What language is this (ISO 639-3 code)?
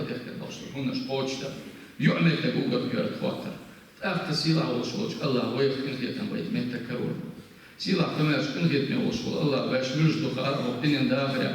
che